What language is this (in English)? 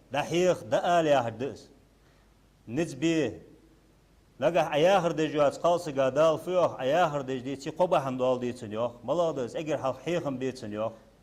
Ingush